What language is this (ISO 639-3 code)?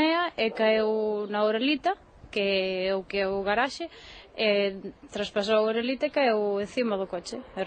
glg